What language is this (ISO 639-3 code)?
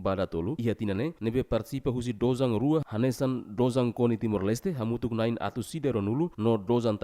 tet